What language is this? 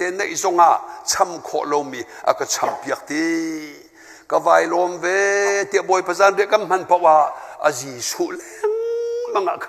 Hakha Chin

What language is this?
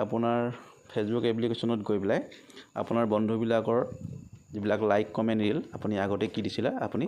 Assamese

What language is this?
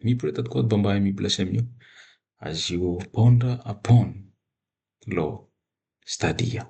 Bislama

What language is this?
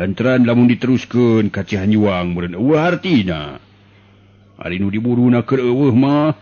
Sundanese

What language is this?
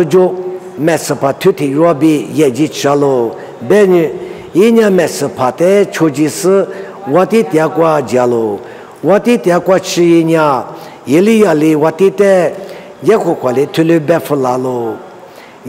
Lisu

